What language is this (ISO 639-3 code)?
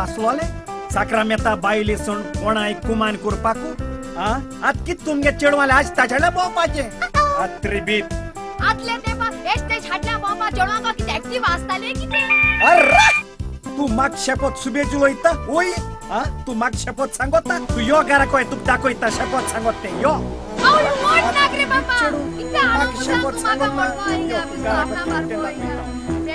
kok